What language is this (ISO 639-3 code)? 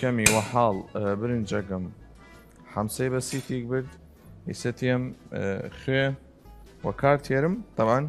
sdh